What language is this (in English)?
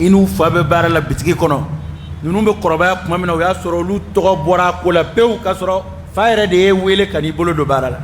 Bambara